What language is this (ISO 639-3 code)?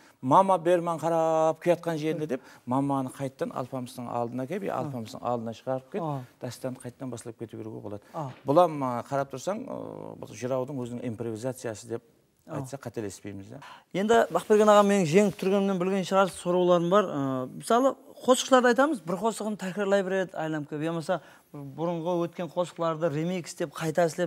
kaa